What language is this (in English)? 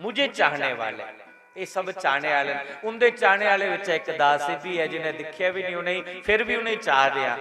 Dogri